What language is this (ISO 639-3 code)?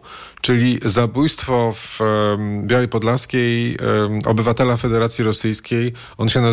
pol